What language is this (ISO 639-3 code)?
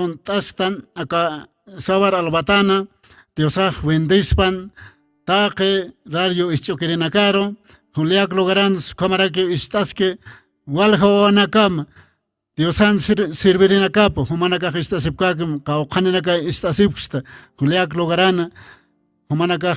aym